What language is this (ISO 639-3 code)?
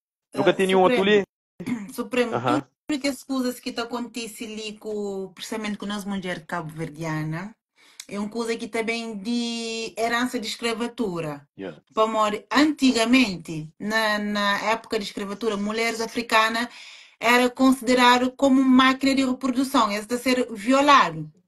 kea